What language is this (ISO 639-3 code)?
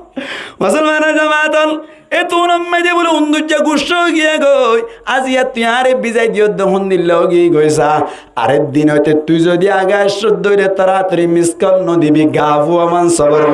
rhg